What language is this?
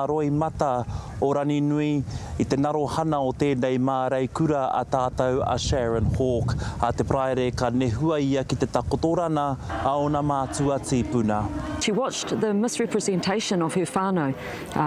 Māori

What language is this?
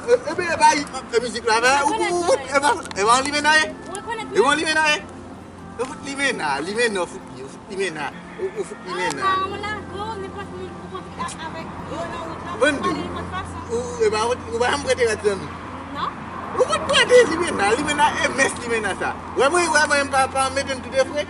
Haitian Creole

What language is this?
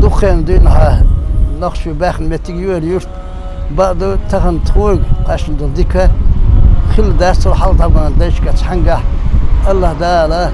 Chechen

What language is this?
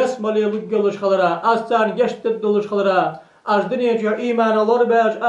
Ingush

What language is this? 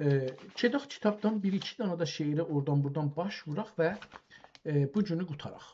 South Azerbaijani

